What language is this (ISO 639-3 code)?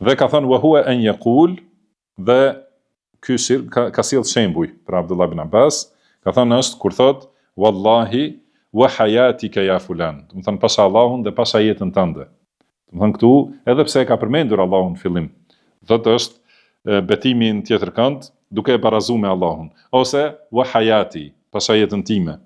sqi